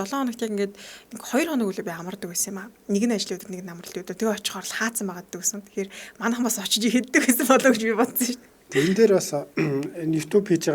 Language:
Mongolian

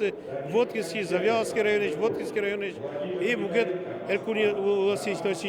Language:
Udmurt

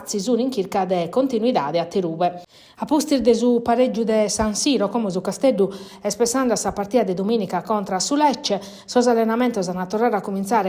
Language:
Sardinian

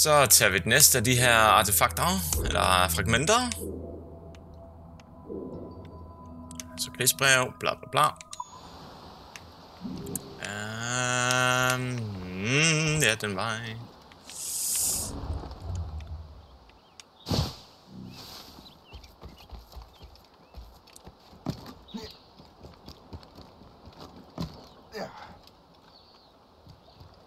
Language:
Danish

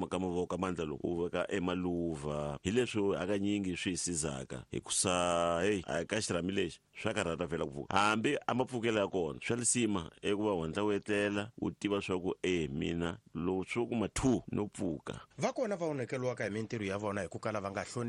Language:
Tsonga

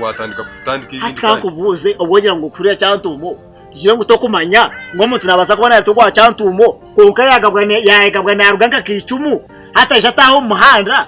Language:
Nyankole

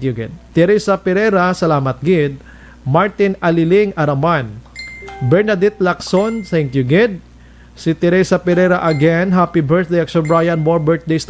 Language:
Hiligaynon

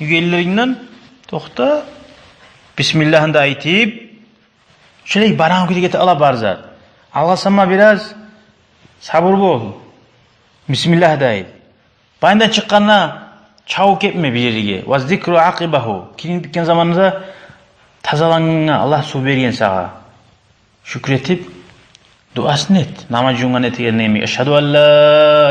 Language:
Kumyk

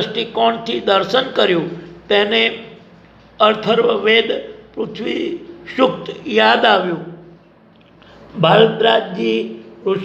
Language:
Gujarati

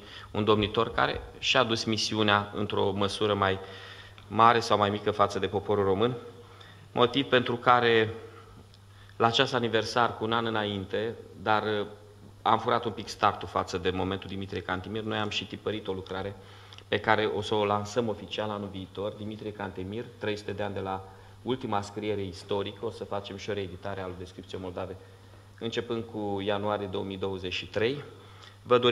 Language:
Romanian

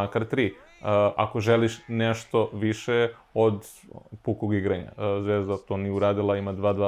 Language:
Serbian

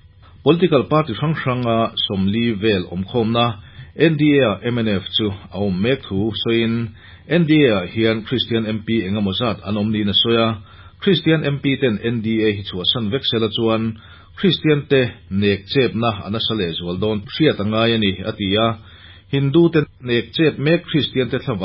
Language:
Mizo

